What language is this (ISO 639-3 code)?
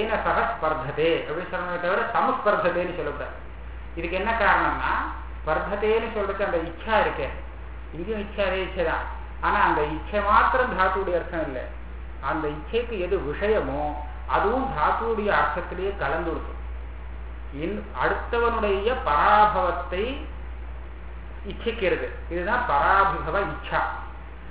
tam